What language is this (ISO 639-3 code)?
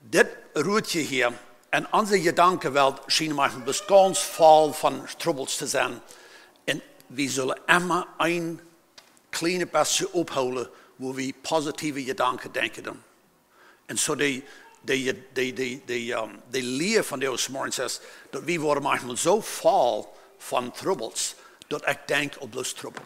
pdt